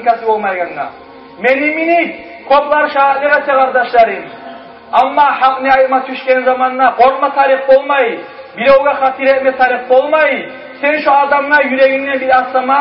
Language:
Kumyk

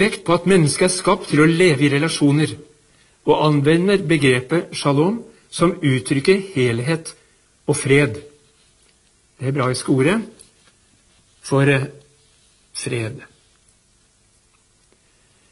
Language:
Norwegian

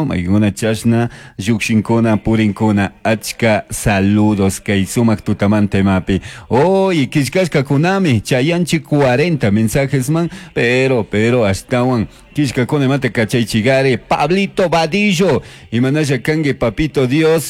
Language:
Chimborazo Highland Quichua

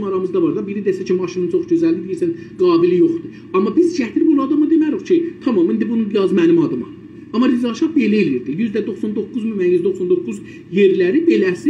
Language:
South Azerbaijani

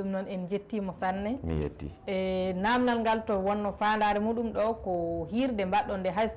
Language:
Fula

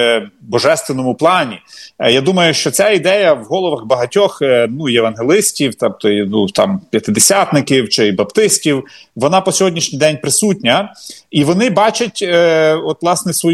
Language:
Ukrainian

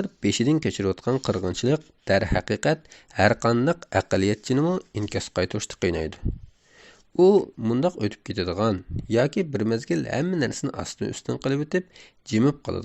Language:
Uyghur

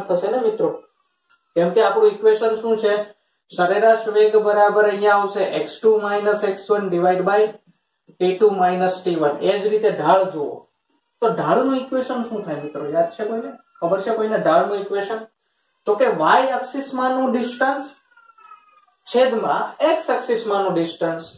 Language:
Gujarati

